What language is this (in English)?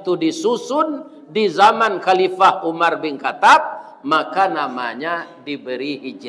Minangkabau